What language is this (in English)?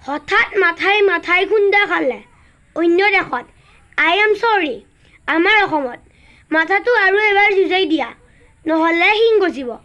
Assamese